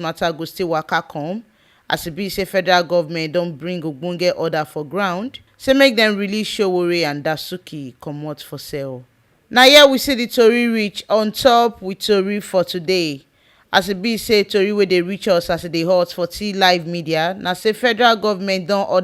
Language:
Nigerian Pidgin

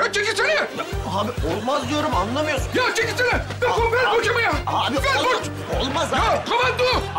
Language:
Turkish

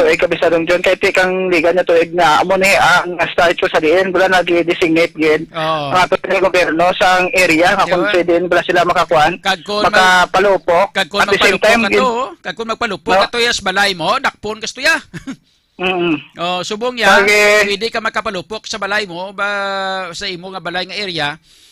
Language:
Hiligaynon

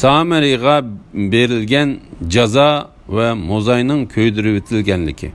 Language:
Uyghur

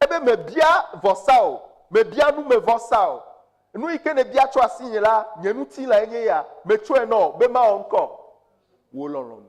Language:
Ewe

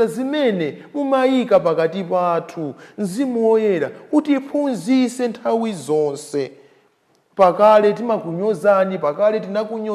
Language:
Nyanja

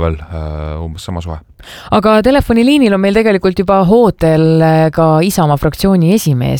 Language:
Estonian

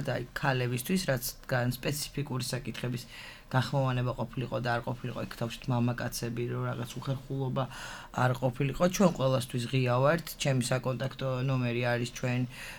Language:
Georgian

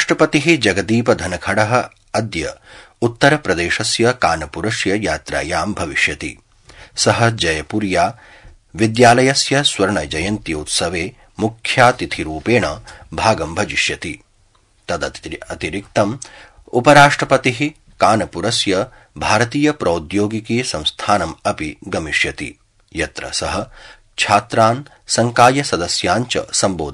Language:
Sanskrit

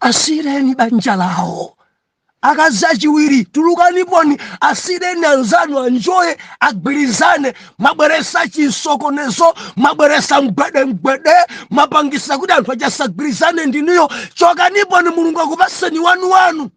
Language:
Nyanja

